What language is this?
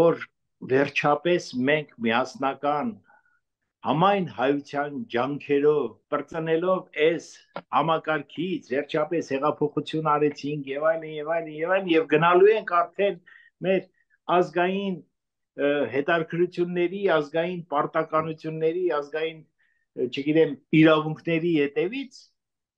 Armenian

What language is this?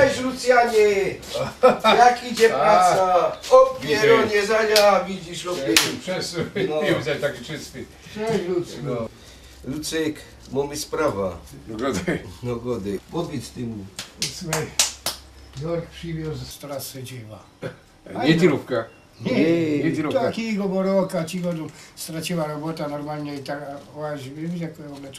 Silesian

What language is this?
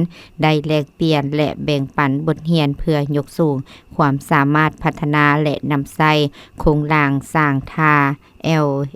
Lao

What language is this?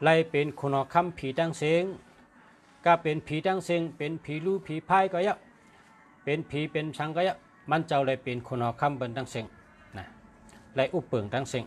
Shan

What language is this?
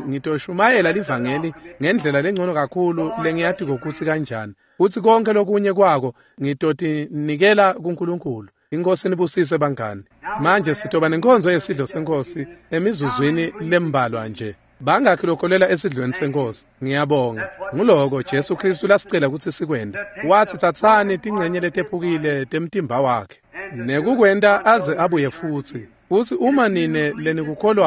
Swati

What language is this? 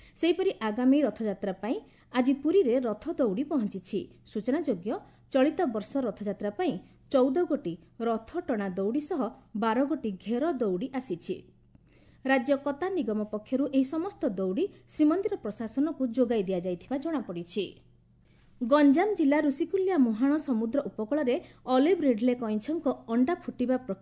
Odia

